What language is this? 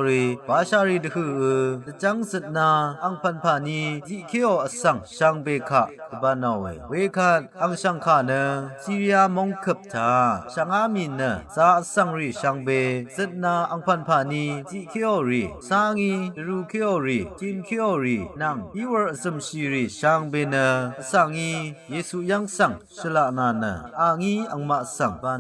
Rawang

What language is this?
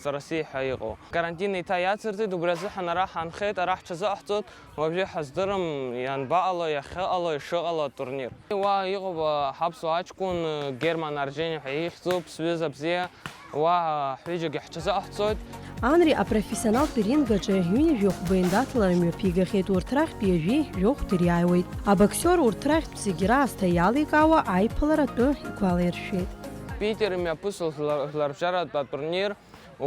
Abkhazian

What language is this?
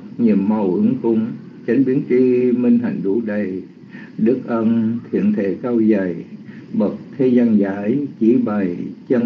Vietnamese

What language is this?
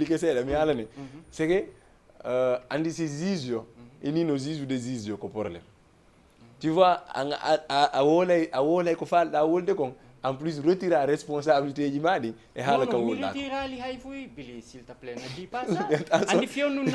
Fula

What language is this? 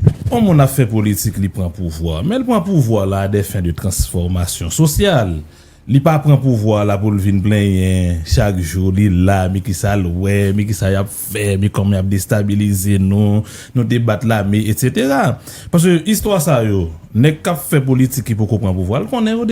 Haitian Creole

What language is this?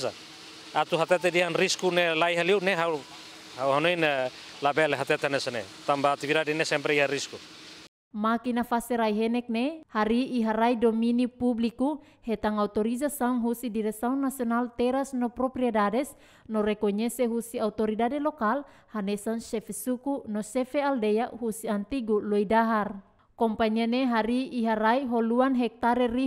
Tetum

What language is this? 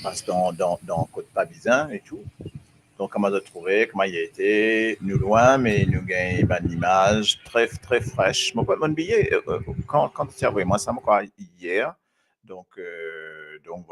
Morisyen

